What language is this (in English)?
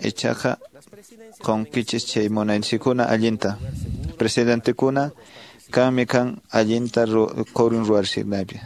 Quechua